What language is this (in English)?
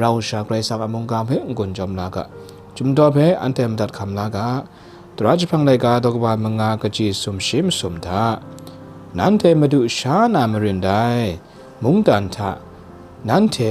Kachin